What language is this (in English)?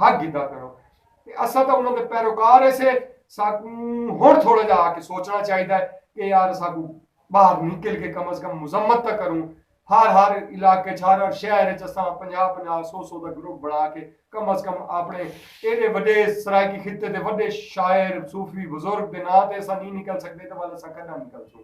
Saraiki